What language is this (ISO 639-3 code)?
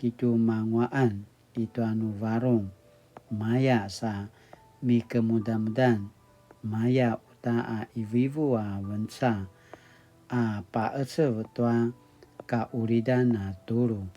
pwn